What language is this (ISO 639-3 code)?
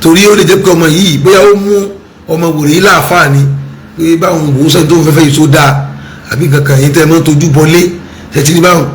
yor